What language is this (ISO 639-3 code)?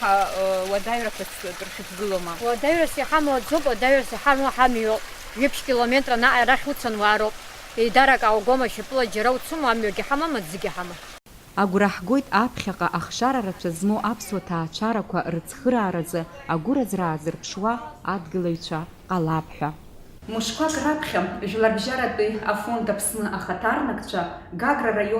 abk